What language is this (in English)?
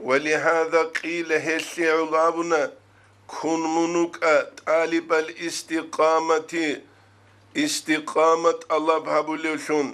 Avaric